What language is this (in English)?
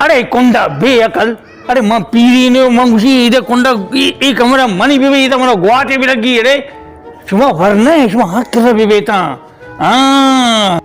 Baluchi